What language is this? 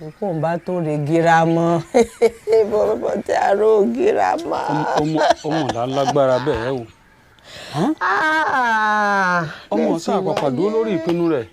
Yoruba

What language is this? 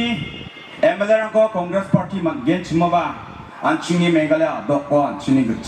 Garo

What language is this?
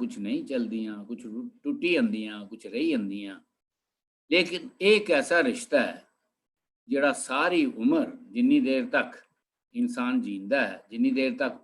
Dogri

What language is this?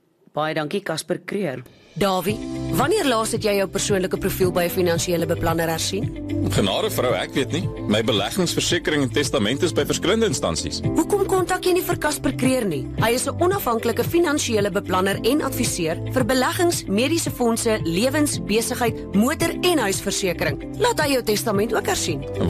Afrikaans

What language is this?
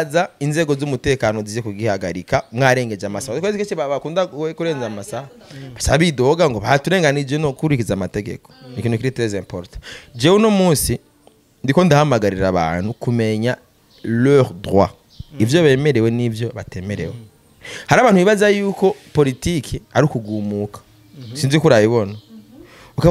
Rundi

